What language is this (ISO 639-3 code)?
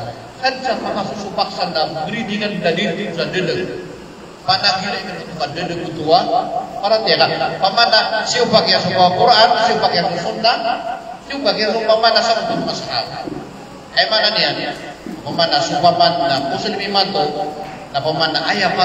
mrw